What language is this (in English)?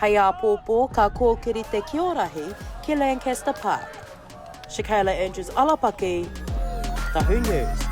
Māori